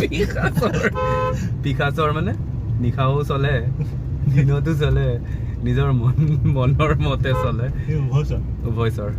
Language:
Assamese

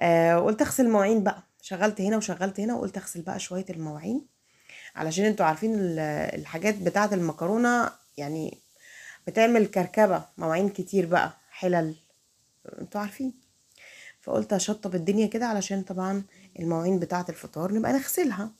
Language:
Egyptian Arabic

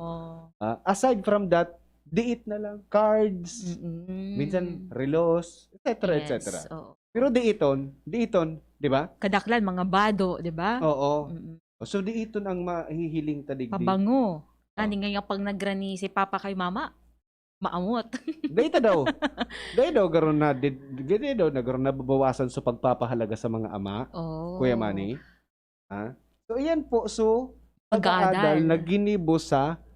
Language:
Bikol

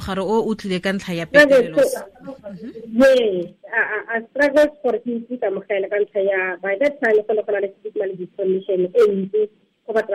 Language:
Tswana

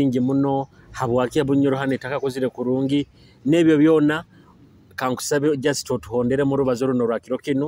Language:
Nyoro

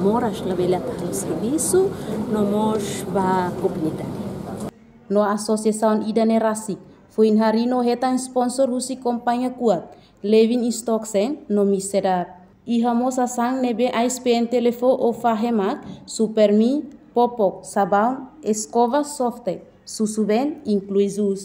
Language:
Tetum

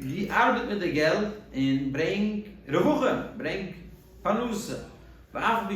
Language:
Yiddish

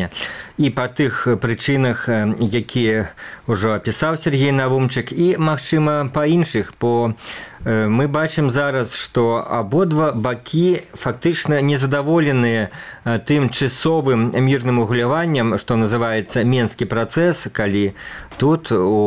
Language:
Belarusian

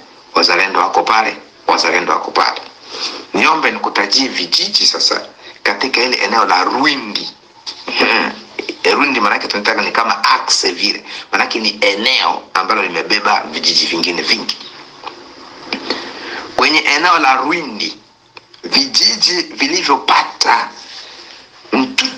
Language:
Swahili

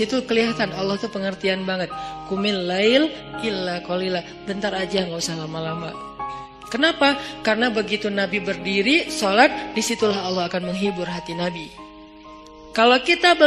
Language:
Indonesian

